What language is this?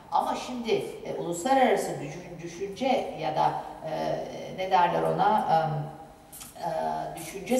Turkish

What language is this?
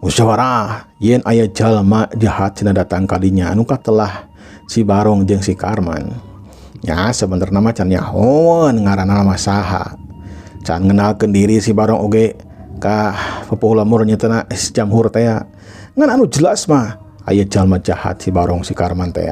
Sundanese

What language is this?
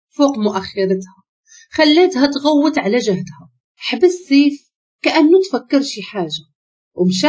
Moroccan Arabic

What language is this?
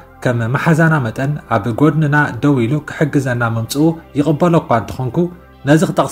Tigrinya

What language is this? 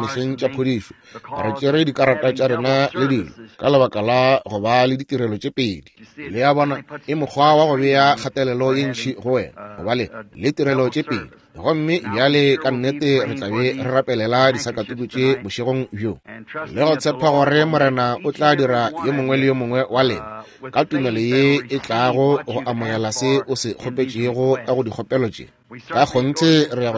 Northern Sotho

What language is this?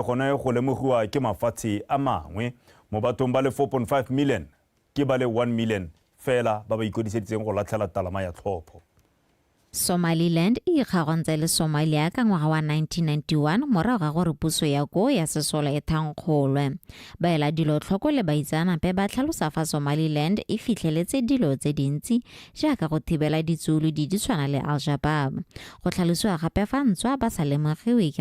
Tswana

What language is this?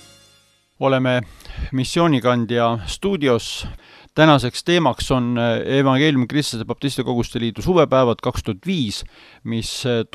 Estonian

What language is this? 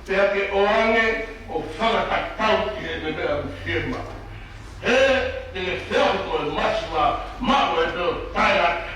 Tongan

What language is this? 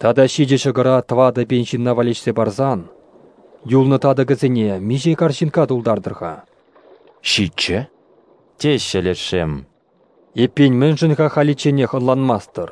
Chuvash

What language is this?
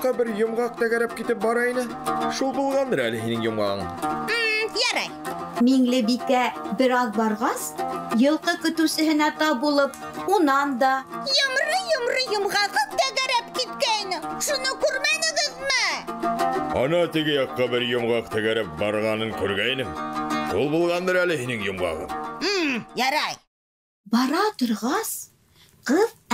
Bashkir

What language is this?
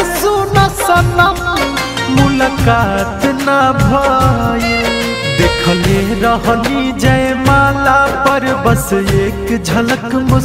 Bhojpuri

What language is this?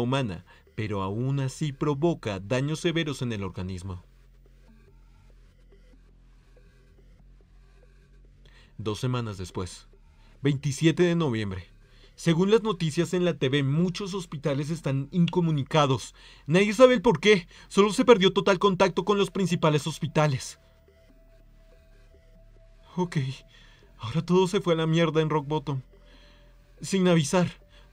Spanish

